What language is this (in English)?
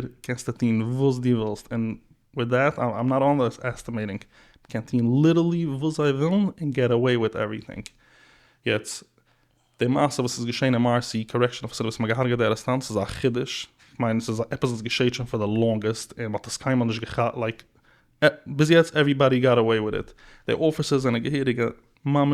Yiddish